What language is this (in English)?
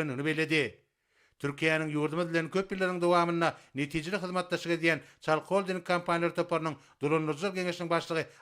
Turkmen